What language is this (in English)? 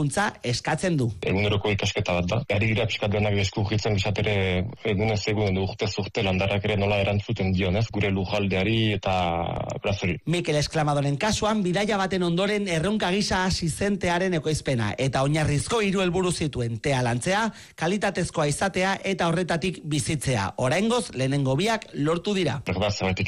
Basque